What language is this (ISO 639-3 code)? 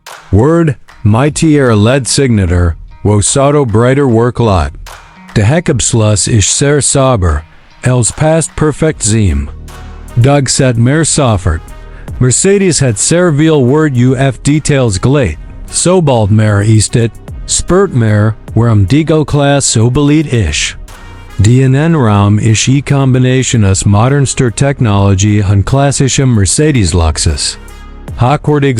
gsw